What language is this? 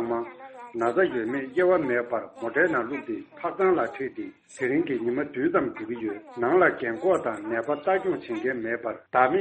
Tibetan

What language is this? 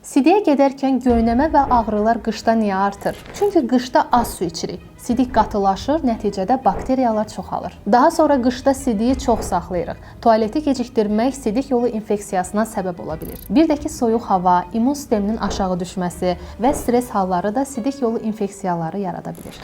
Azerbaijani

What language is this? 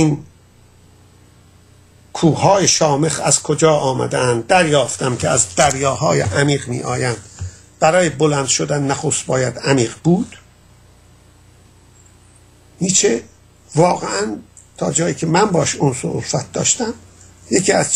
Persian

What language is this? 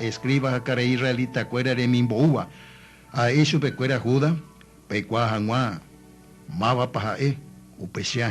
Guarani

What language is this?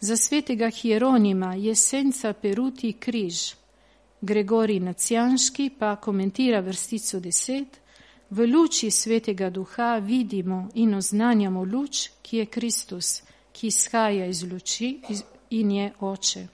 Slovenian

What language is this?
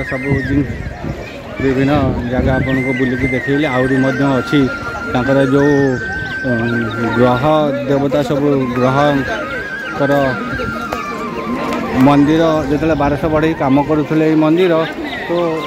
Odia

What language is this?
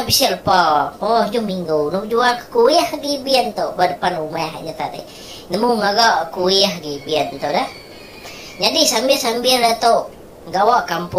Iban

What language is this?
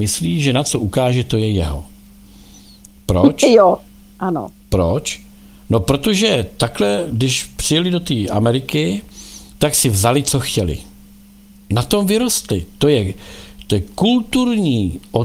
Czech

